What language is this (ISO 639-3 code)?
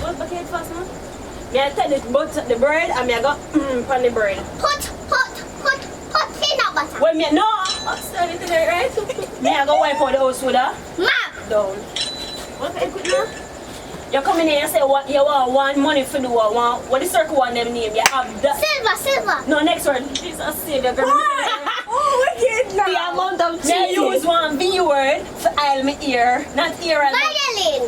jam